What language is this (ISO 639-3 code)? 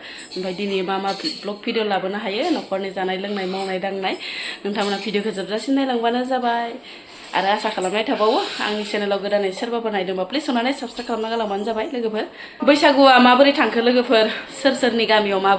brx